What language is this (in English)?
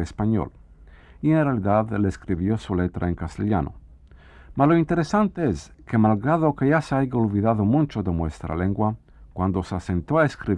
Ladino